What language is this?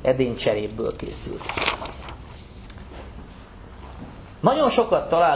Hungarian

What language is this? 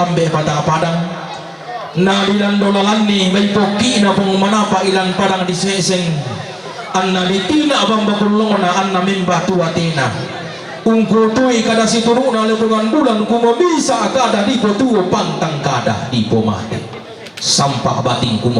Toraja-Sa'dan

